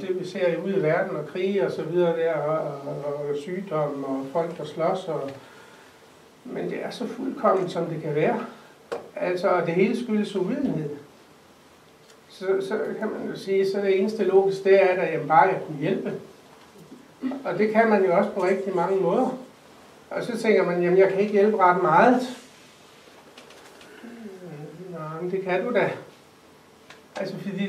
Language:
Danish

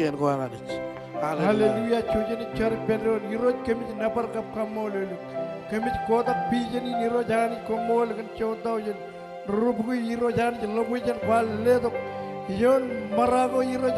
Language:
Marshallese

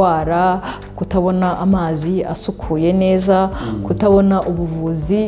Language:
Kinyarwanda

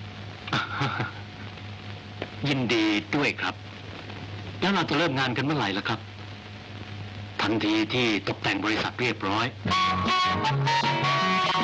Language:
Thai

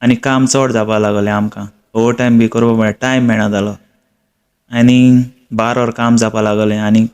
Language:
Konkani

